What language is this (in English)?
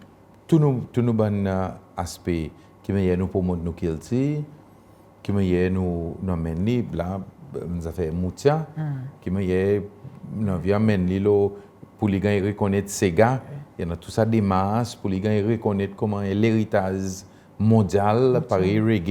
Seselwa Creole French